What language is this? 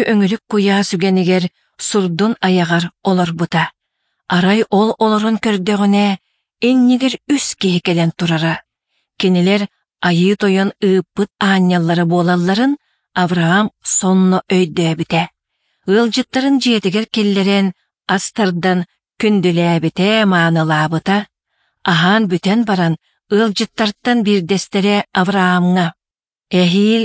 Yakut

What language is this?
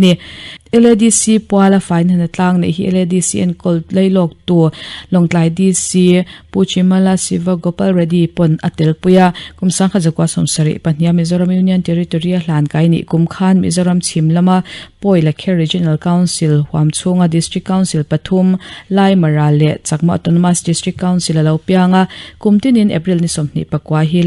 Mizo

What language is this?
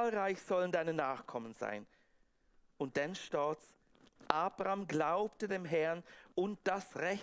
Swiss German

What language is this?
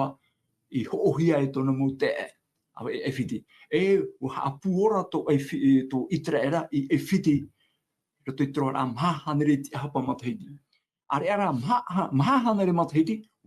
Tahitian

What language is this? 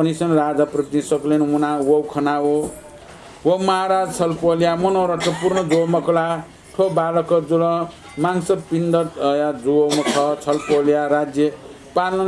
Newari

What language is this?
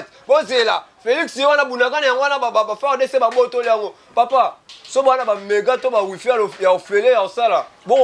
Lingala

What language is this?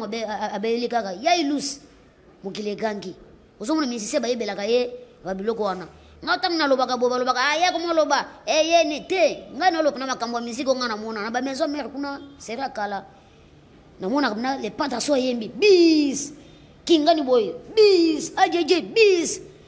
Lingala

